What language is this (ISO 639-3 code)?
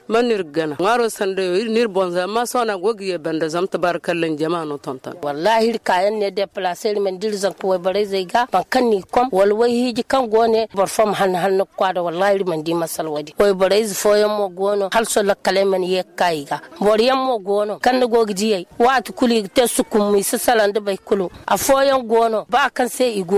dje